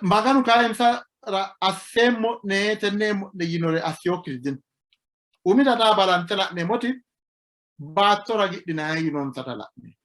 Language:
Sidamo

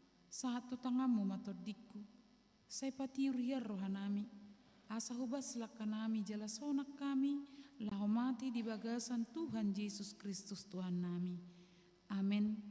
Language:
Batak Toba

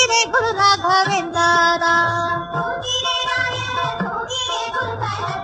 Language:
Kannada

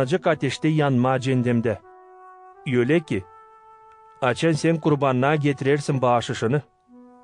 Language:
Gagauz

